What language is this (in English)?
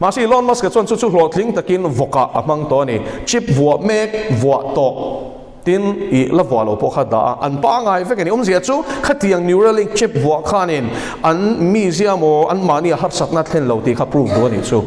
Mizo